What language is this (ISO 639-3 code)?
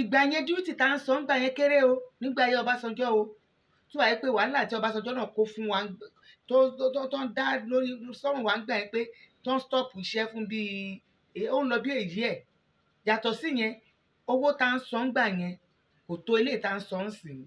yor